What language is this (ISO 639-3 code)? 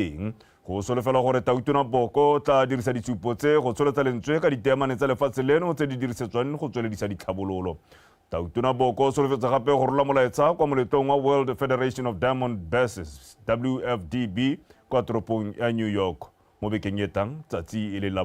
tsn